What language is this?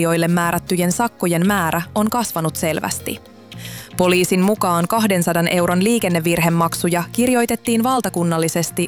Finnish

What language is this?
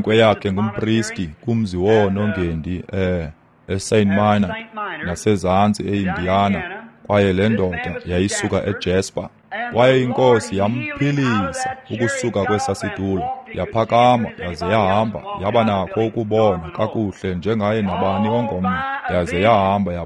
Xhosa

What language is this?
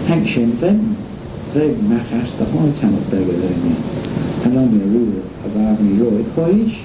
Manx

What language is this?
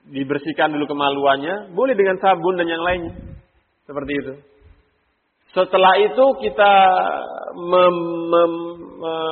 Indonesian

